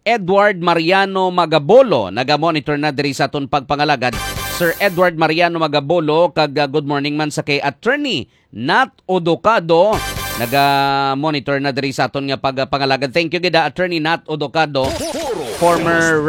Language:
Hiligaynon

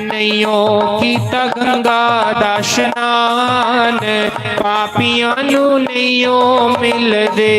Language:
Dogri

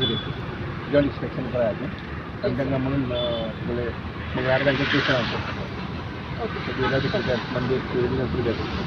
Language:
Konkani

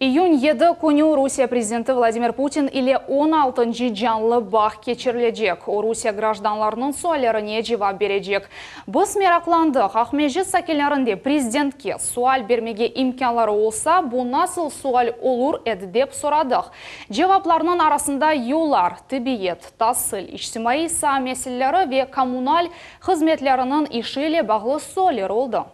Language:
Crimean Tatar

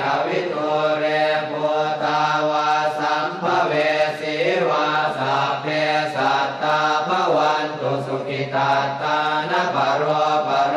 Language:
Pali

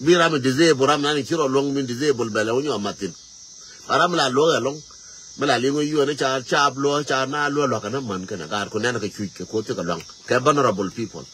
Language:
Nuer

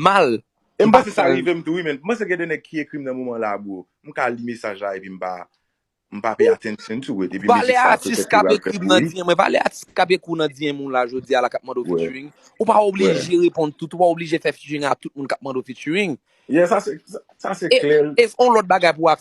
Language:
Haitian Creole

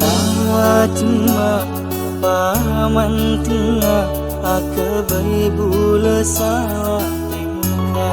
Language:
Madurese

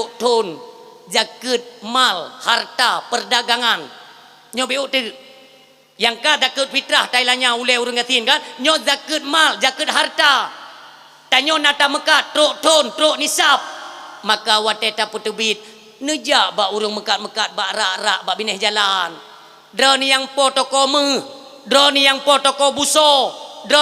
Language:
Achinese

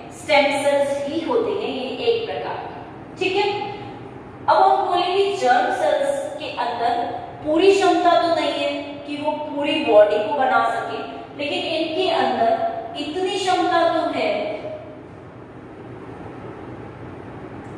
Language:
Hindi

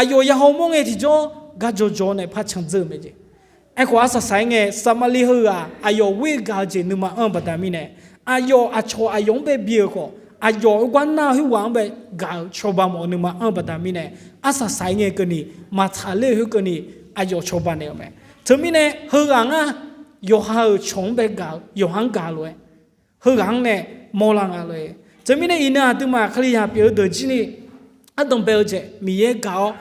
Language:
Akha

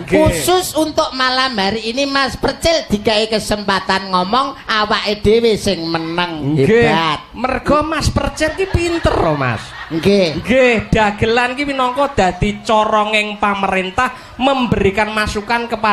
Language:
Javanese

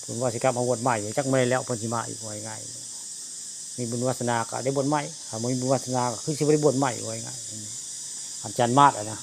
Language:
Northeastern Thai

